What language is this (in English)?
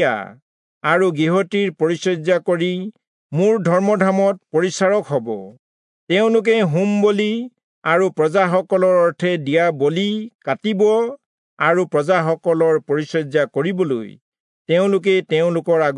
Assamese